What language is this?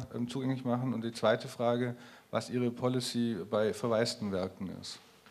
German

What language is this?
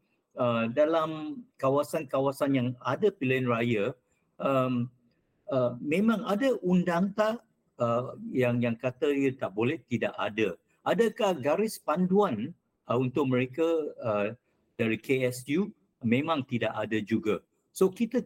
Malay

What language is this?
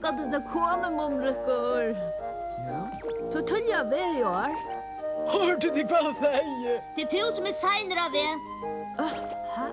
Faroese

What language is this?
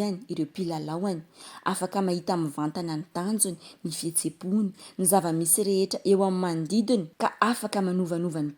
Malagasy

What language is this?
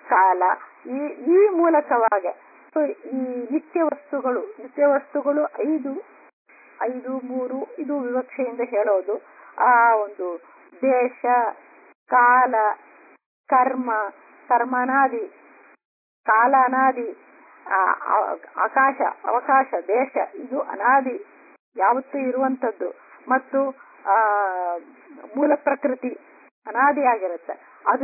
Kannada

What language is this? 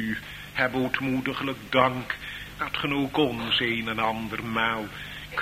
Dutch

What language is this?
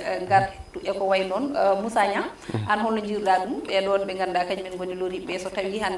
Fula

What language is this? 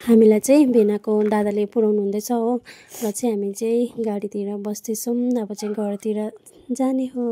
Nepali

